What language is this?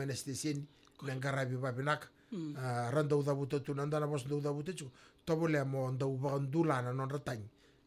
Fijian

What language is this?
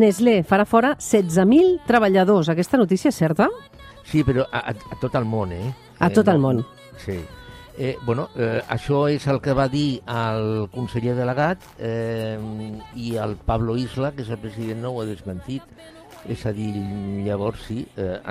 Catalan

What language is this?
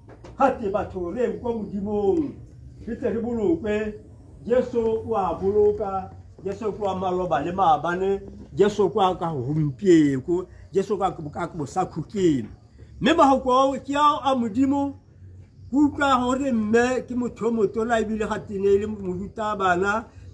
Tswana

